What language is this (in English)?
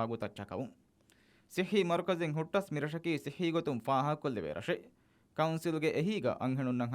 Divehi